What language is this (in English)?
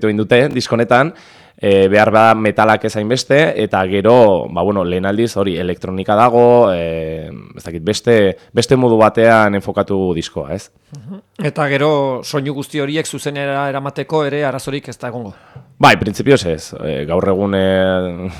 Basque